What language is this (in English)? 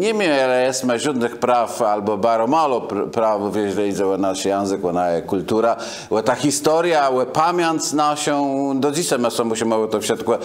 Kashubian